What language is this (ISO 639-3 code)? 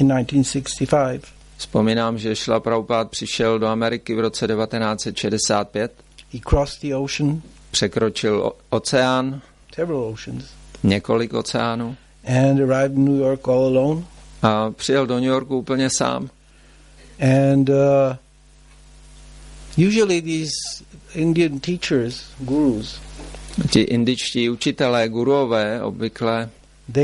ces